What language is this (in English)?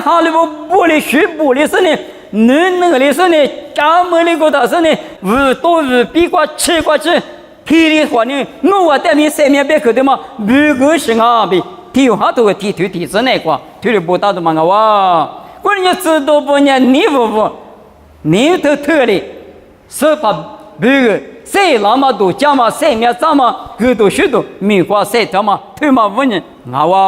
Lisu